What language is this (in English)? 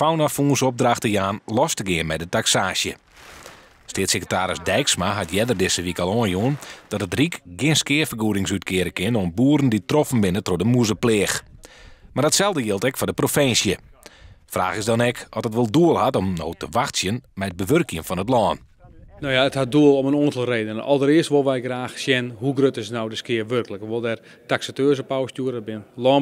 Western Frisian